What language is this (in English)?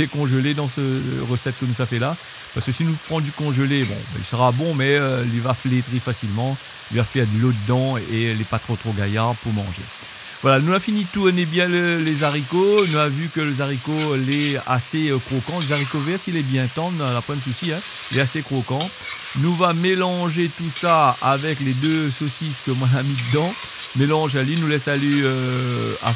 Réunion Creole French